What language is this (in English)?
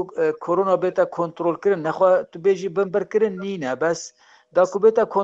Kurdish